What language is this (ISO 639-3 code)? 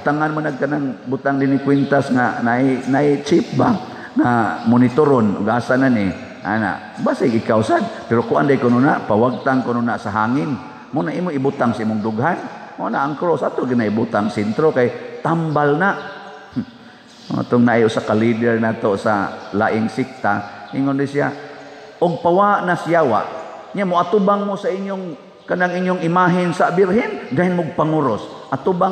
ceb